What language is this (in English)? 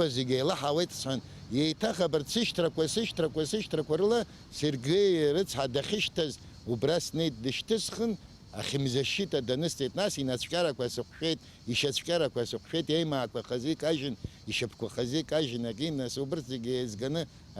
Abkhazian